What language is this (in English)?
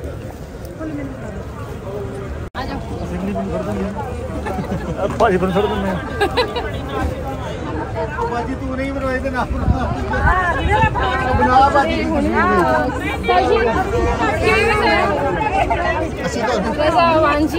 Punjabi